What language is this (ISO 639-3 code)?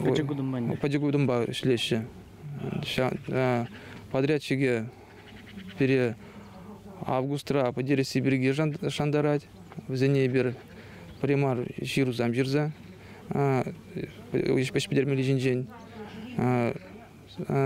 chv